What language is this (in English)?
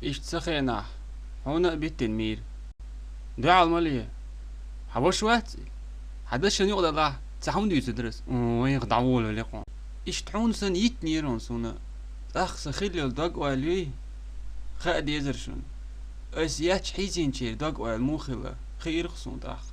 Chechen